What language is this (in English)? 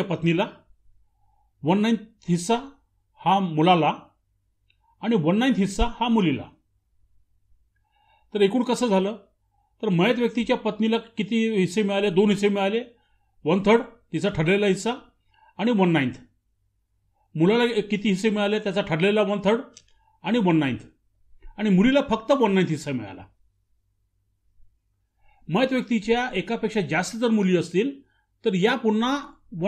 Marathi